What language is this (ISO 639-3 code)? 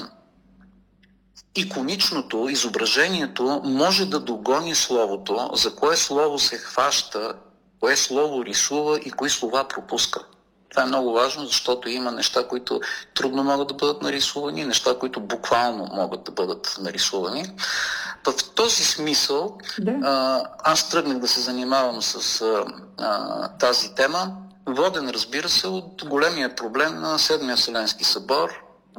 bul